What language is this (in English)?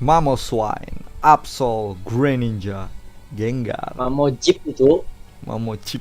Banjar